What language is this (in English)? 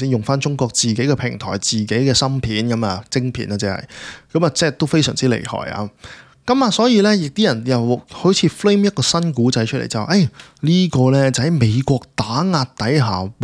Cantonese